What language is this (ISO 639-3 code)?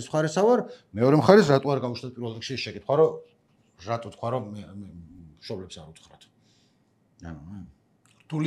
kat